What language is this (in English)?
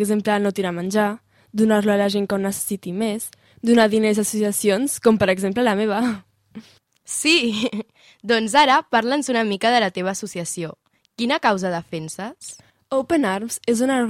Catalan